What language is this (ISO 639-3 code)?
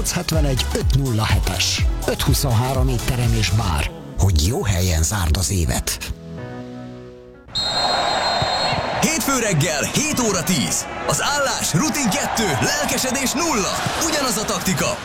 hun